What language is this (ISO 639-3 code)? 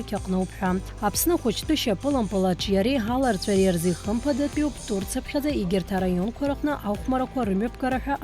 abk